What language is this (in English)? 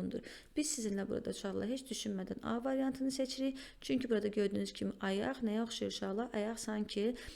Azerbaijani